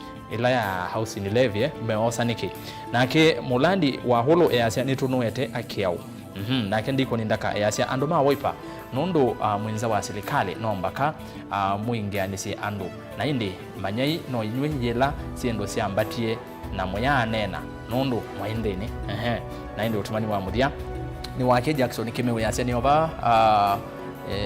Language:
Kamba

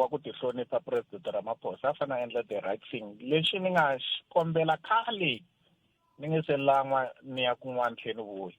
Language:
Tsonga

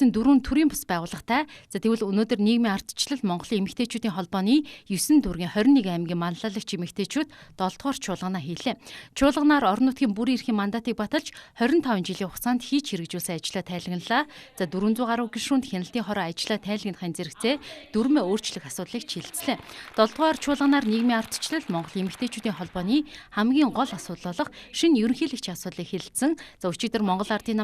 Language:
Mongolian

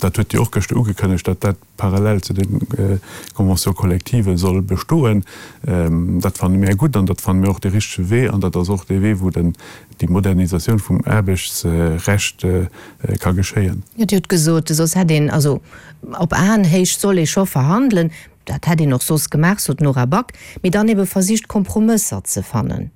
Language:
Luxembourgish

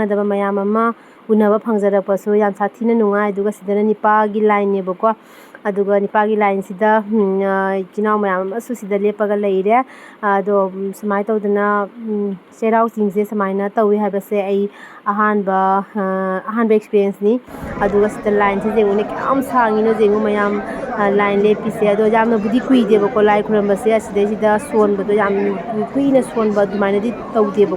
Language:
Manipuri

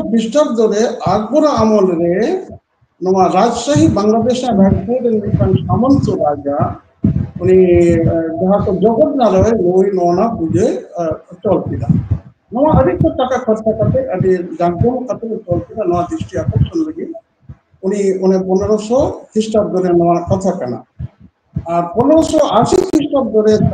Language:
Santali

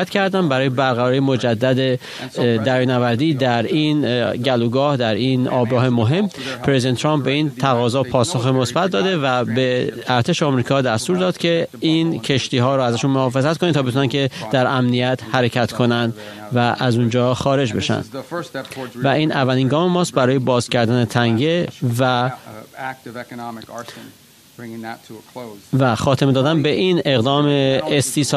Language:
Persian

